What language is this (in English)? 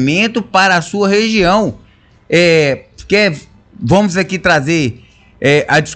Portuguese